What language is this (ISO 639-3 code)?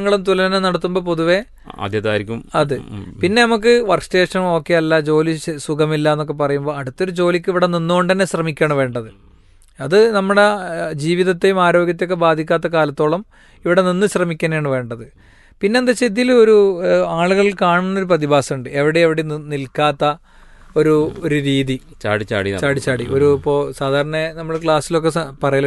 mal